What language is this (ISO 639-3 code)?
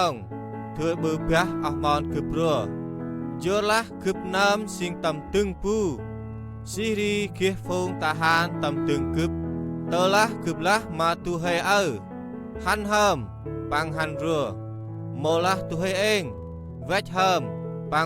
cmo